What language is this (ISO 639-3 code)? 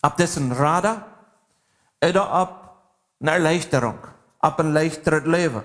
pdt